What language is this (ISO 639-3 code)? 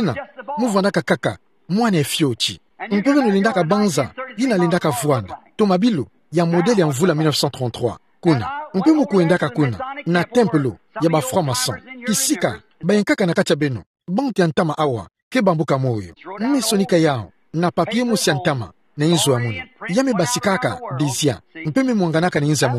ktu